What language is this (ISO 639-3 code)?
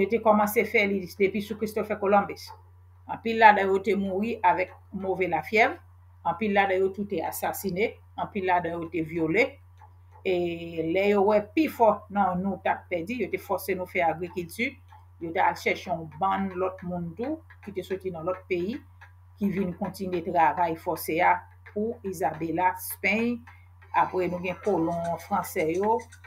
hat